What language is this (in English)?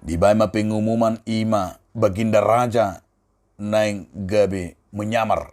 Batak Toba